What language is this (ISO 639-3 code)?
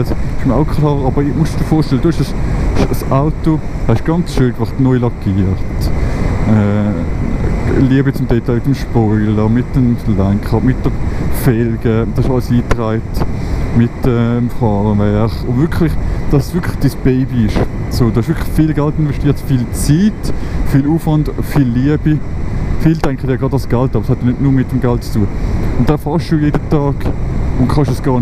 gsw